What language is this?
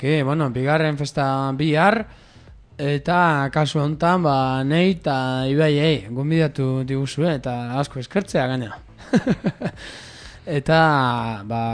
Basque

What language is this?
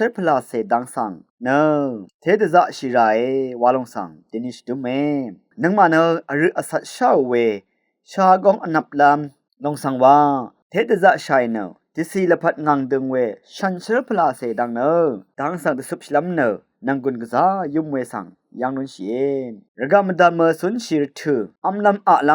Rawang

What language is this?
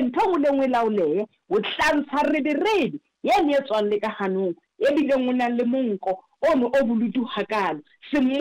Southern Sotho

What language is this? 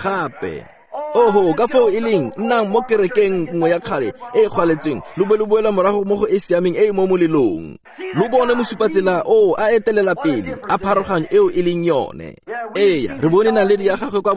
Tswana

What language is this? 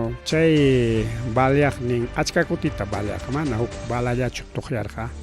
Ayacucho Quechua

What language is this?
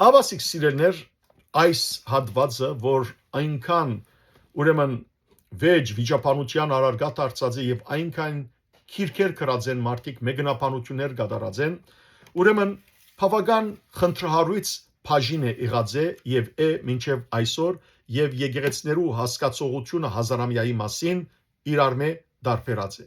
Western Armenian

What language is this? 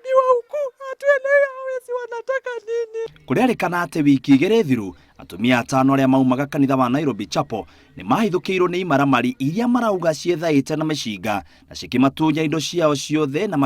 Kikuyu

